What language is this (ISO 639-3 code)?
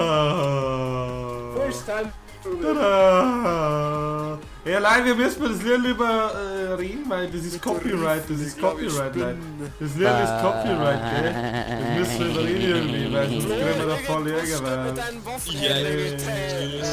bar